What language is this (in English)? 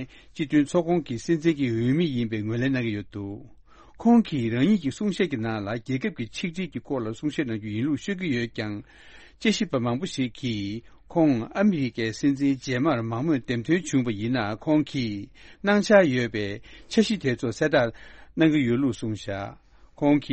Tibetan